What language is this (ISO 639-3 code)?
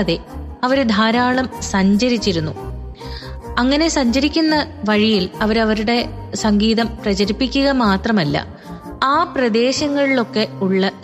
mal